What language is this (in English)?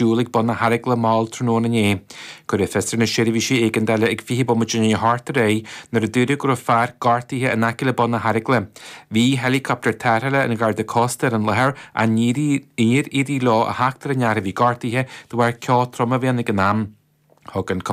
Irish